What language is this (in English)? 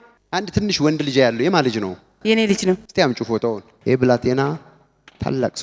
Amharic